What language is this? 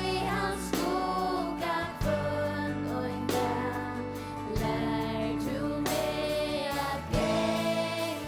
Faroese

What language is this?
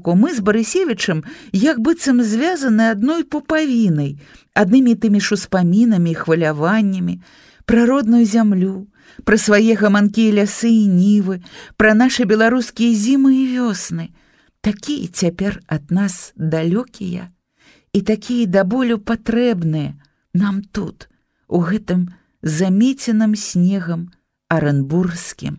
Belarusian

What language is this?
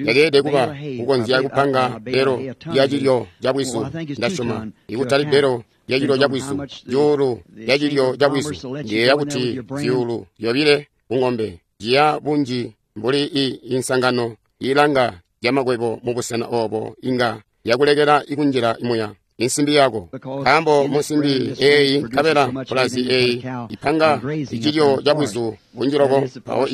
Tonga (Zambia)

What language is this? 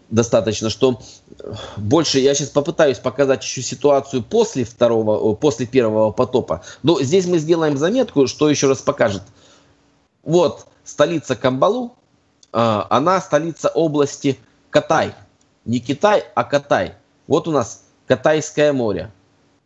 Russian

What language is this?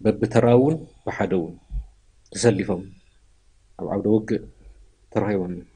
Tigrinya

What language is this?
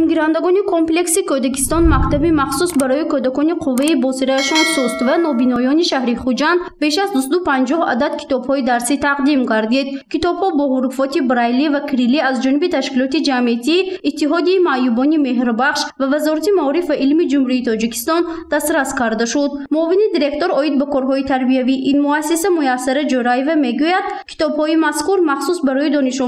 Tajik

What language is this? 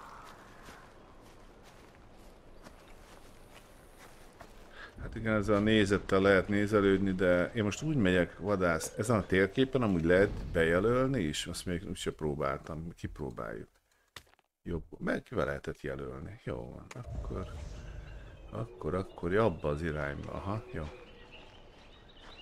Hungarian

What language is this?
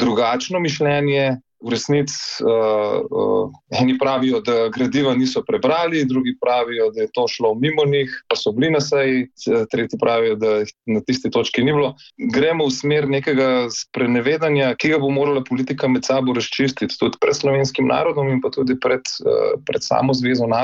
Slovenian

